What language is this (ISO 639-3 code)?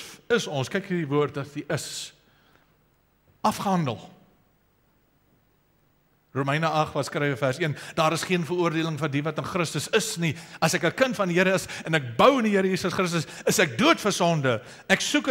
afr